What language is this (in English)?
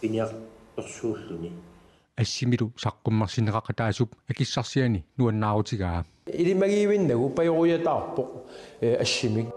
Kalaallisut